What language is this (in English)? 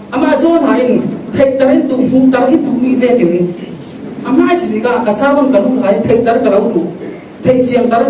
Falam Chin